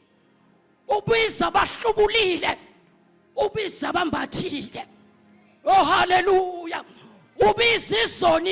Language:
Zulu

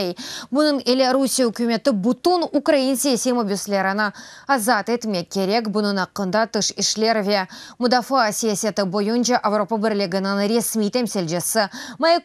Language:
Crimean Tatar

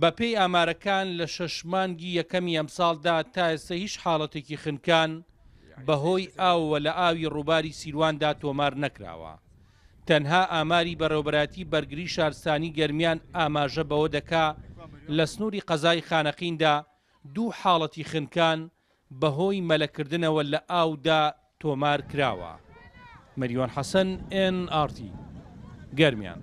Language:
Central Kurdish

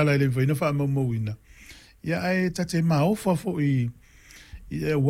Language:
Samoan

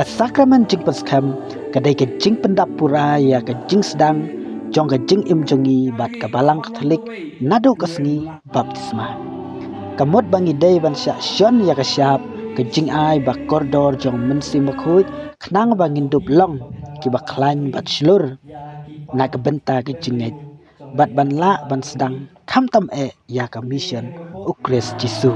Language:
Khasi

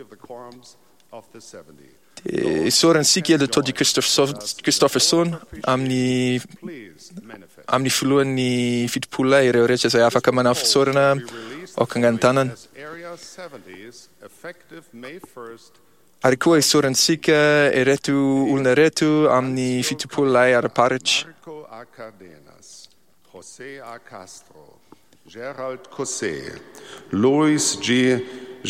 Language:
Malagasy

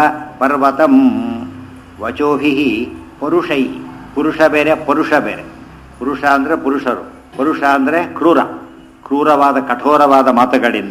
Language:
Kannada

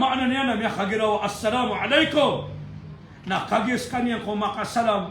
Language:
Maranao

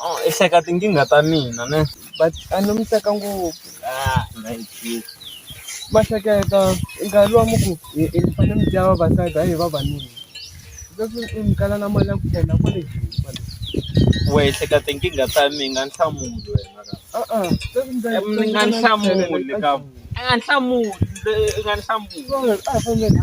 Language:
Tsonga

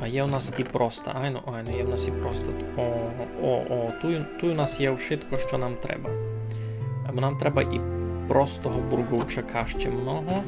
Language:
Rusyn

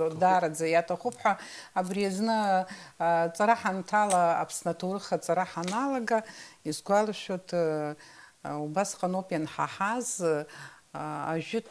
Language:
Abkhazian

